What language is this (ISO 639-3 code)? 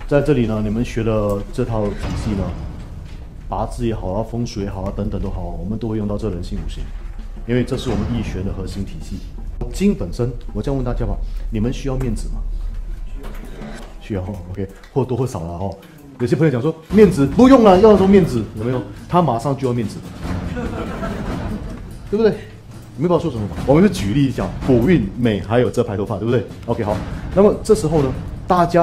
zho